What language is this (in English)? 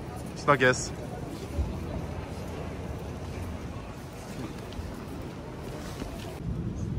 Norwegian